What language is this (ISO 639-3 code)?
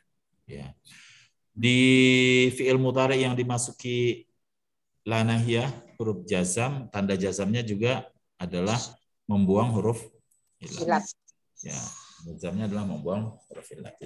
ind